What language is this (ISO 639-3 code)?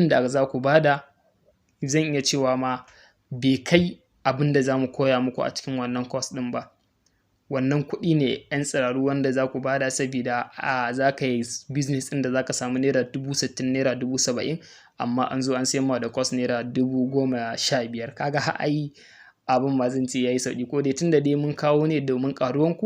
hau